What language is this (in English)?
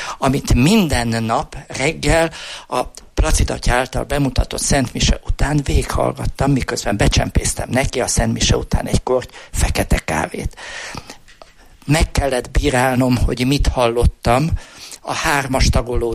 Hungarian